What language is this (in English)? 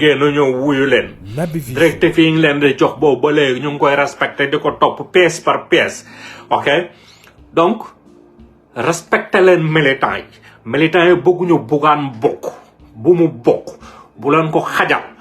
Wolof